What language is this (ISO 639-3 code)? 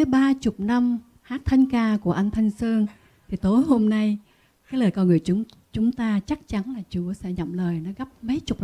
vie